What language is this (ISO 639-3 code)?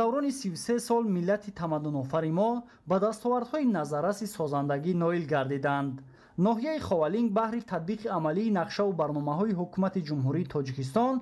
tgk